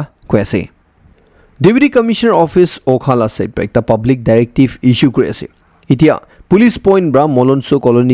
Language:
Naga Pidgin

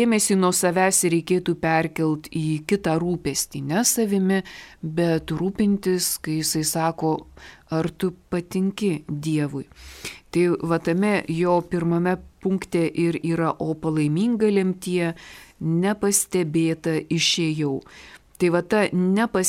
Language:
Lithuanian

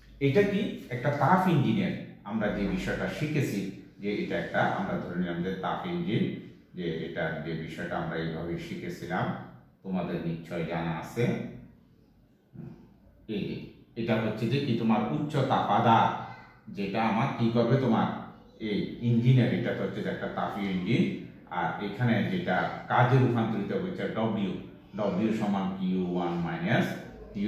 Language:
Bangla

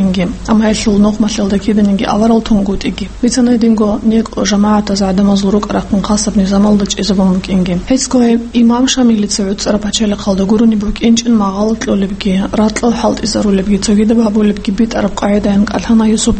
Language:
Avaric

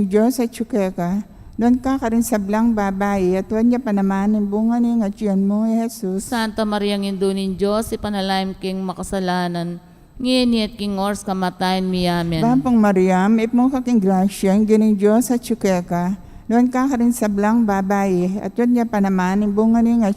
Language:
Pampanga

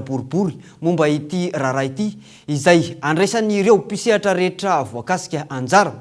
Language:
Malagasy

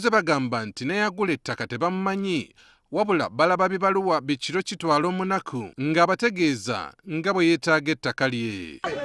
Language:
Ganda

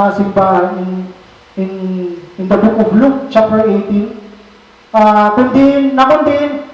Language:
Waray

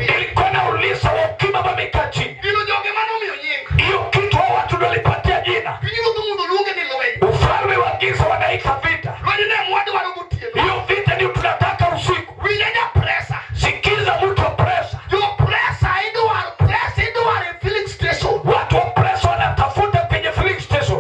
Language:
Luo (Kenya and Tanzania)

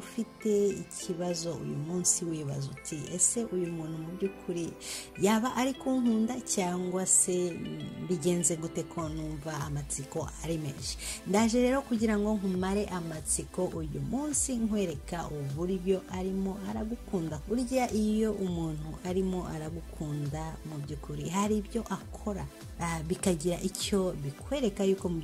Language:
Kinyarwanda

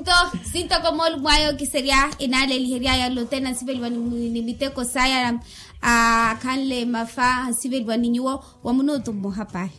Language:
Makhuwa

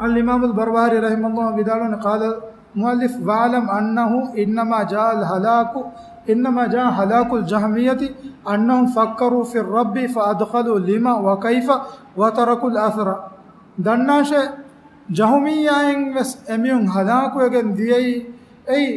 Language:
Divehi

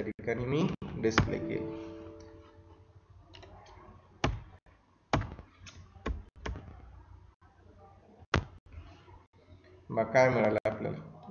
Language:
Marathi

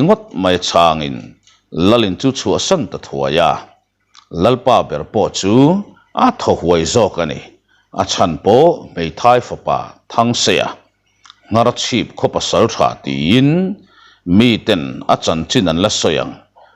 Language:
Mizo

